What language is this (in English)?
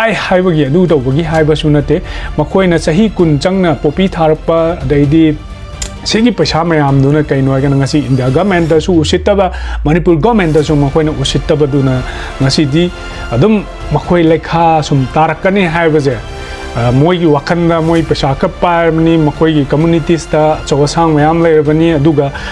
Manipuri